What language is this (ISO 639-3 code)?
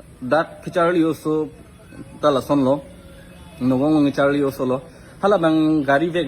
mjw